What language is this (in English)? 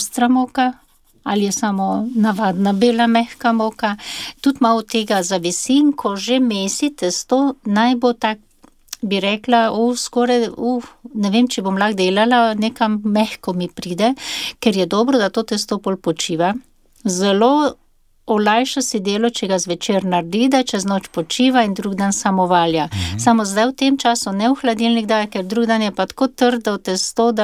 Slovenian